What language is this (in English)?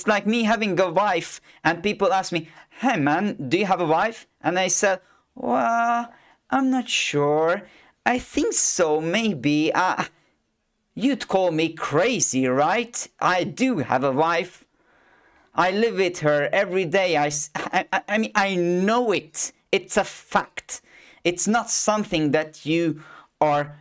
English